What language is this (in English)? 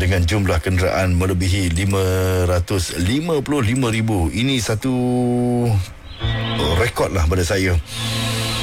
Malay